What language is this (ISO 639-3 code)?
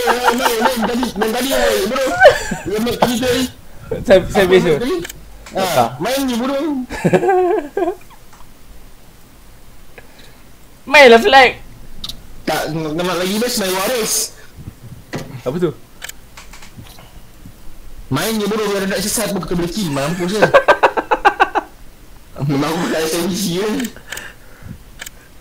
msa